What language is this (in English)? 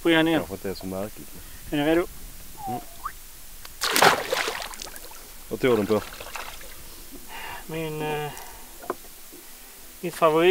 Swedish